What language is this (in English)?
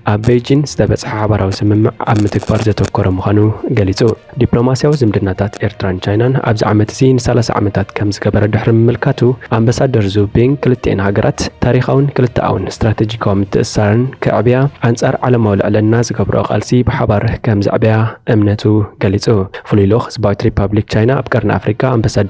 Tigrinya